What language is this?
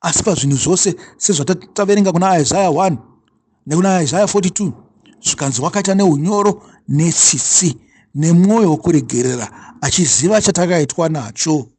Shona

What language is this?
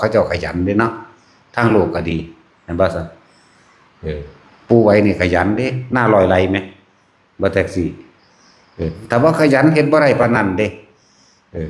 Northeastern Thai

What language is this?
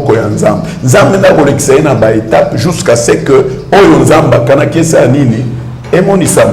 Lingala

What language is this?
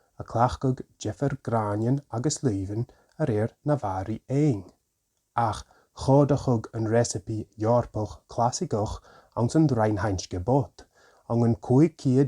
Scottish Gaelic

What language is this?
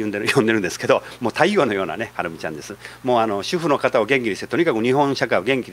Japanese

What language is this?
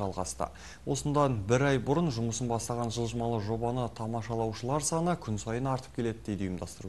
Kazakh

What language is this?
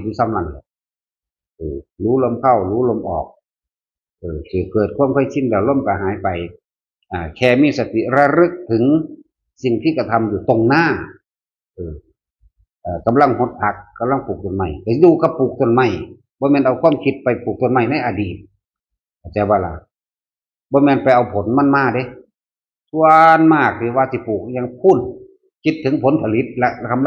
Northeastern Thai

